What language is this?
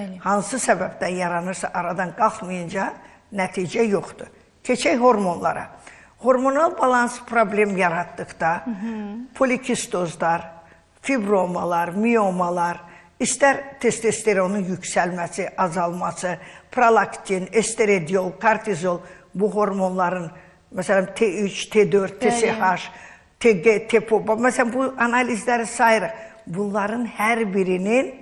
Azerbaijani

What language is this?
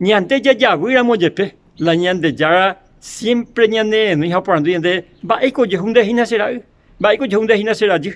Guarani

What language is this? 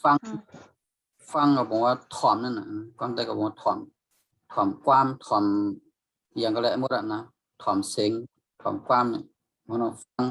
Shan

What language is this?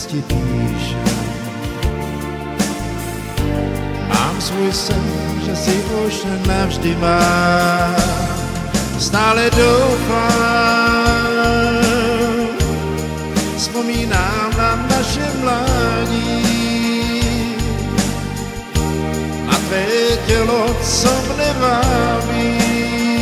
Czech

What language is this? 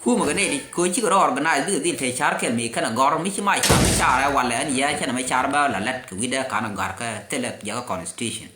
Nuer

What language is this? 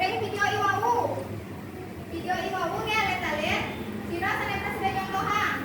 Balinese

